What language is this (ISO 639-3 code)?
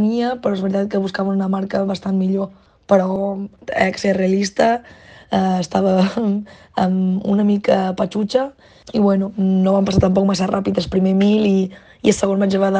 cat